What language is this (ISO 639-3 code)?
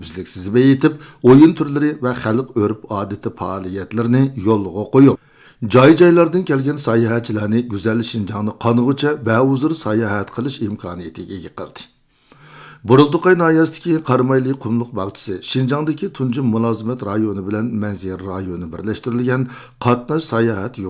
uig